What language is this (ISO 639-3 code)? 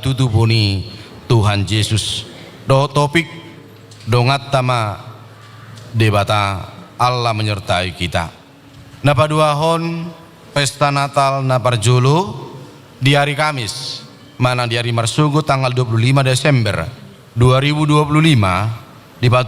bbc